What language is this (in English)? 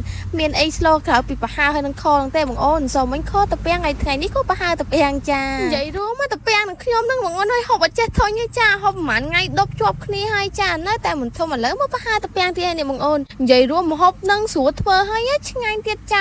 Khmer